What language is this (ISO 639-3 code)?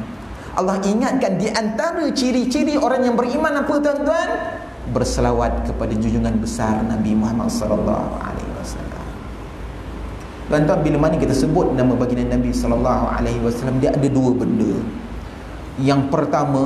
msa